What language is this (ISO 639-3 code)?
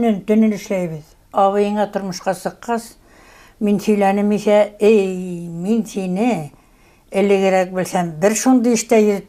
bak